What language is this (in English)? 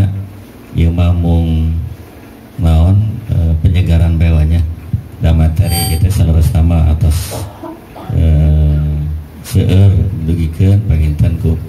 Sundanese